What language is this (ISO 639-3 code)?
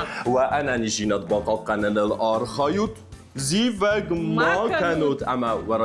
oss